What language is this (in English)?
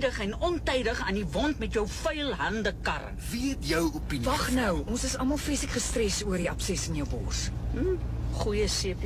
Afrikaans